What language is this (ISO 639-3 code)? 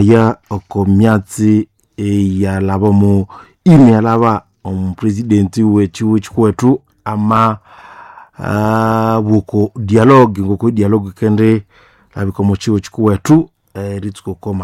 nnb